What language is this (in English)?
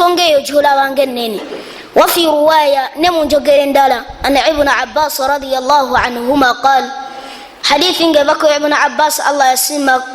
Ganda